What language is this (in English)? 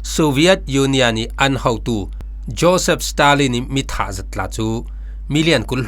Falam Chin